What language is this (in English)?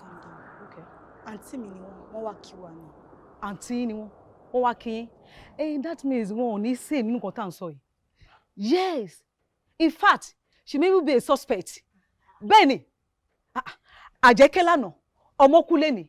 Yoruba